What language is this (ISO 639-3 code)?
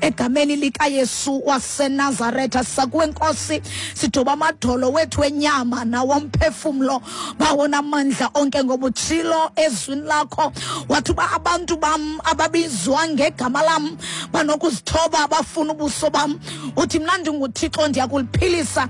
xho